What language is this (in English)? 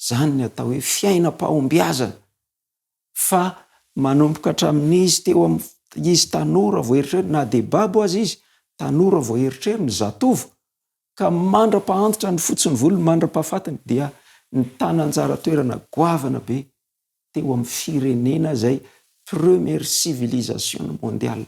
Malagasy